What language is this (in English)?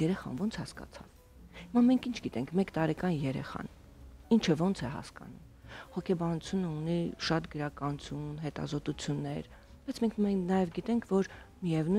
Armenian